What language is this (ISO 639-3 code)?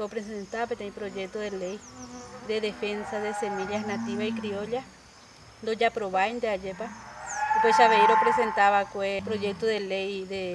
grn